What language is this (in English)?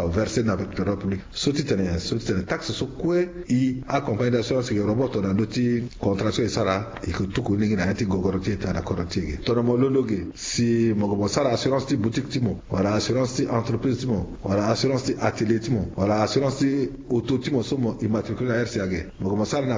Sango